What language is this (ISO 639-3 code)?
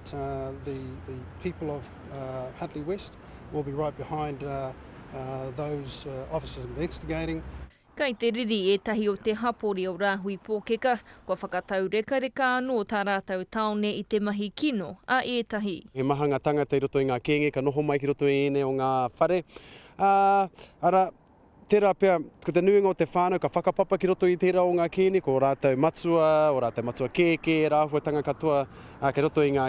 mri